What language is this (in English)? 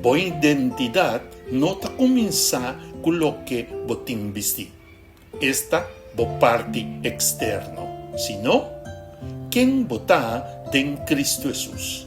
Papiamento